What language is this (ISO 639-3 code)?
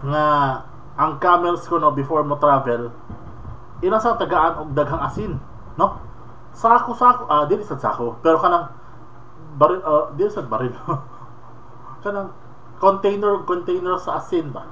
ceb